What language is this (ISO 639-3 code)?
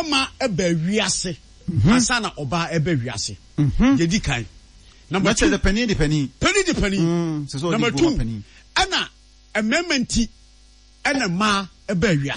aka